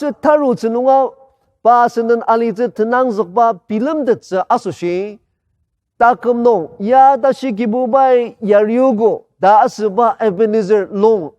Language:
Ao Naga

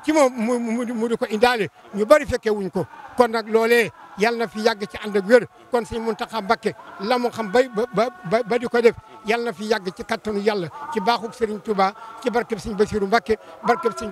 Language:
Wolof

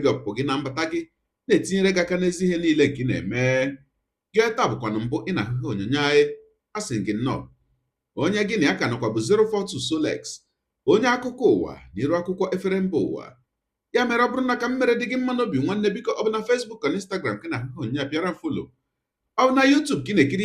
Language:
Igbo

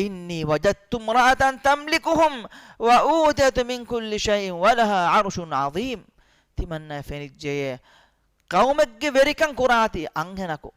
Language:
Divehi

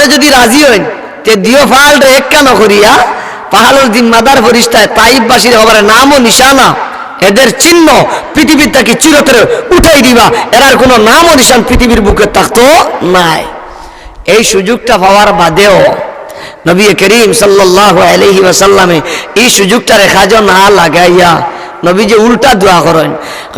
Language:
Sylheti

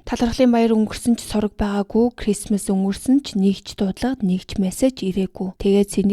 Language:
Mongolian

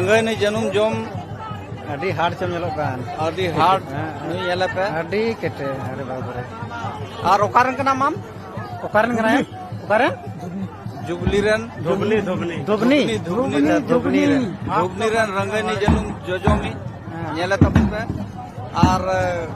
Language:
Santali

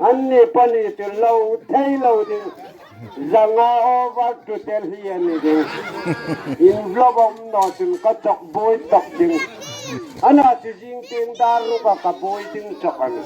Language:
Hmar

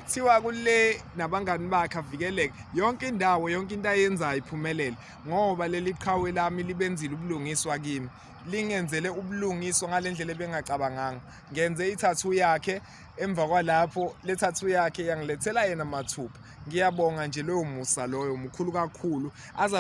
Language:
Zulu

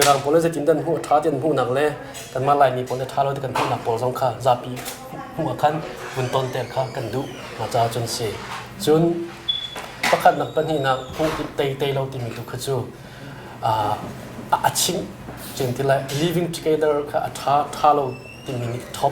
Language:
Hakha Chin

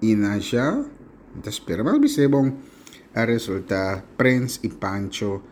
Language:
Papiamento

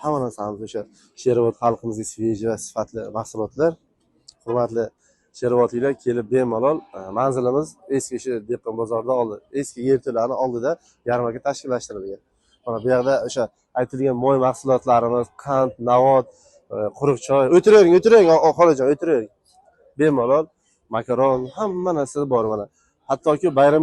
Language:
Uzbek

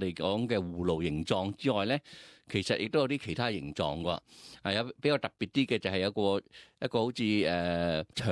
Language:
Cantonese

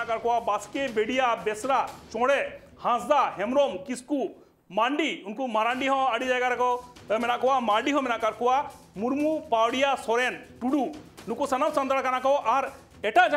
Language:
Santali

